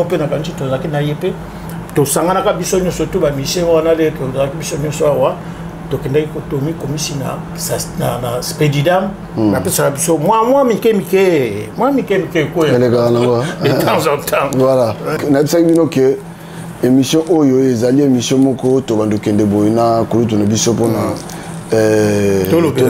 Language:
Lingala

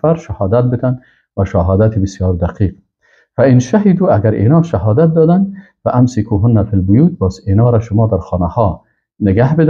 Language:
Persian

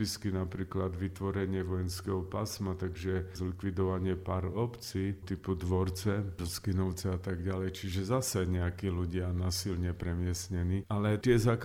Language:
Slovak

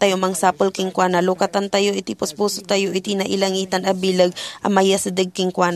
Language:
Iloko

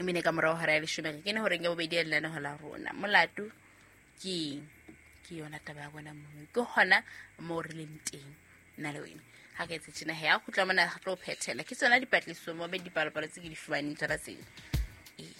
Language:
Southern Sotho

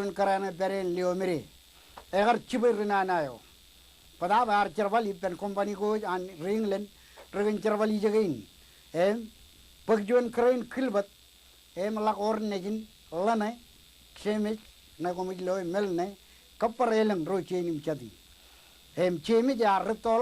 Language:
Marshallese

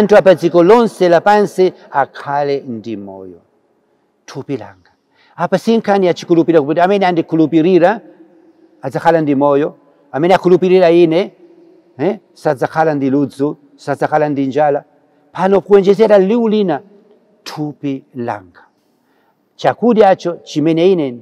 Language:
Nyanja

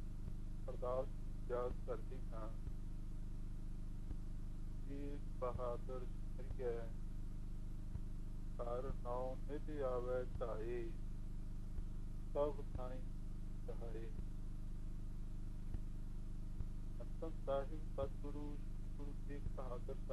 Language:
Punjabi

